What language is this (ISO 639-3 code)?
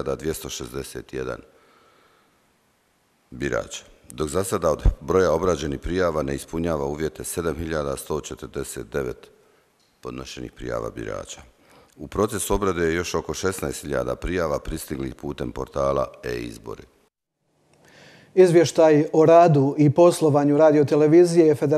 hrv